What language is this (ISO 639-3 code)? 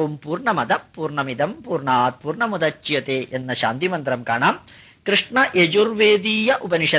mal